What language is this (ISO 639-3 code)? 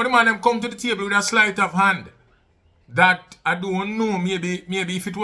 jam